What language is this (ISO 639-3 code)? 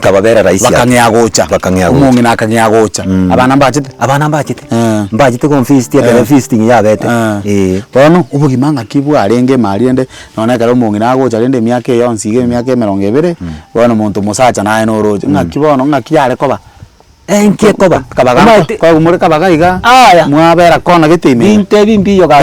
guz